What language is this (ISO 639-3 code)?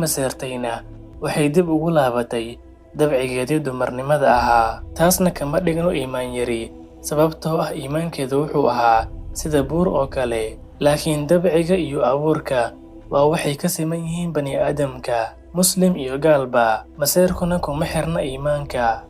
som